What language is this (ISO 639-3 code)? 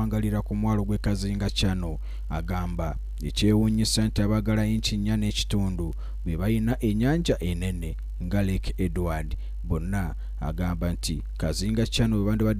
nyn